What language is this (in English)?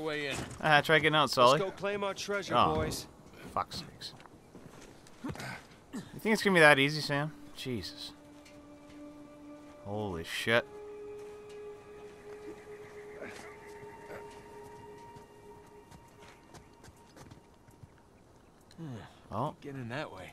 English